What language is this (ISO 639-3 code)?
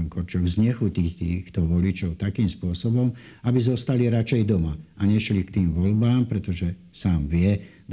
slk